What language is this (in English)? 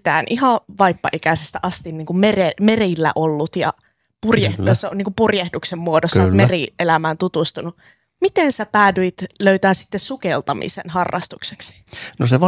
Finnish